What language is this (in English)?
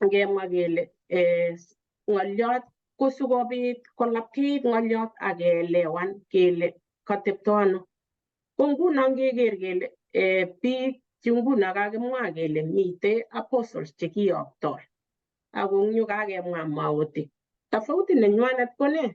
Kalenjin